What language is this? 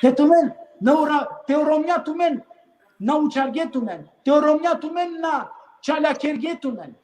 Balkan Romani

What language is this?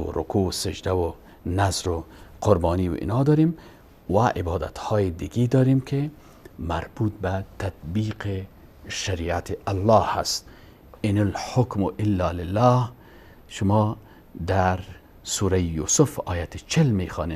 Persian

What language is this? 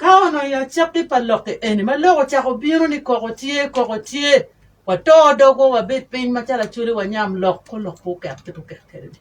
Acoli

